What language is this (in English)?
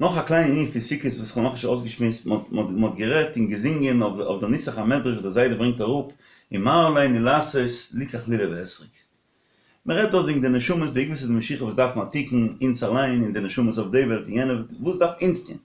Yiddish